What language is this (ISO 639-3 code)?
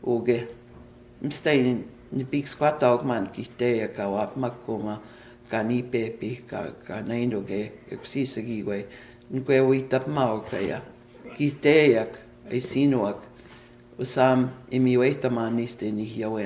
crk